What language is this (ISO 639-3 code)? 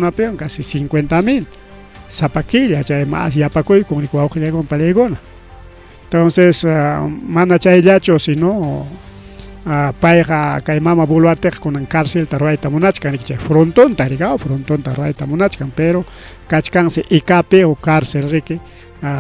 quy